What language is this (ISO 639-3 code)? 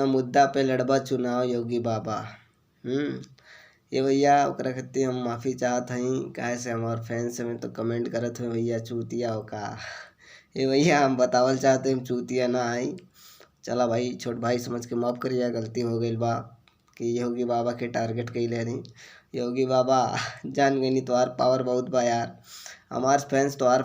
bho